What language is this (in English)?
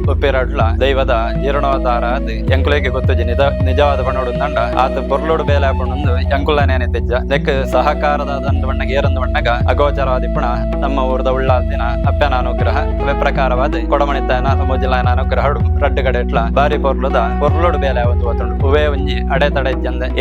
Tulu